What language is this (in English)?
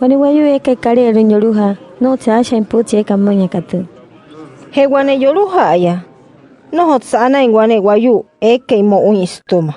Wayuu